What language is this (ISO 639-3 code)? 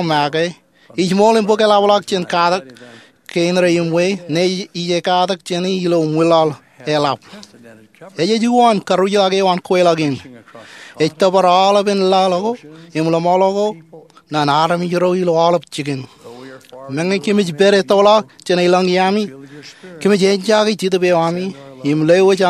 mah